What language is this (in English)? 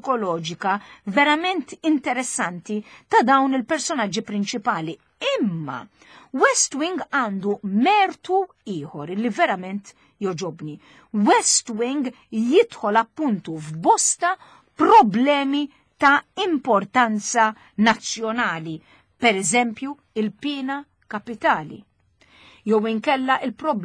Maltese